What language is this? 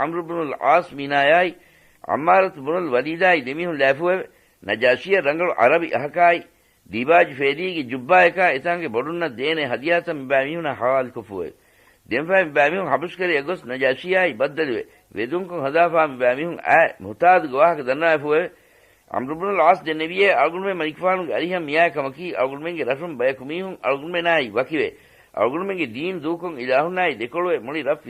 Divehi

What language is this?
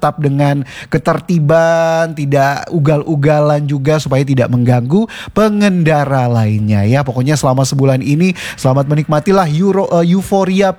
Indonesian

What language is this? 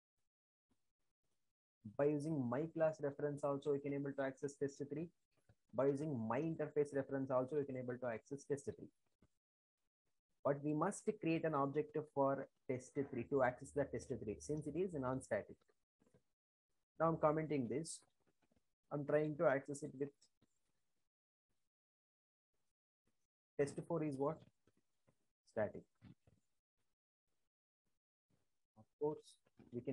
English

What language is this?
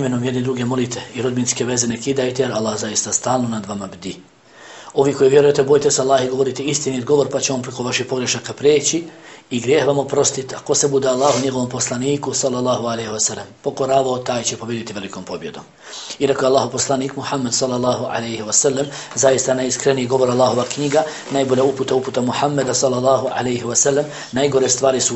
Bosnian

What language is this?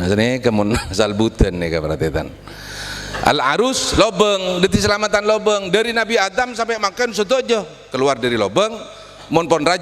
Madurese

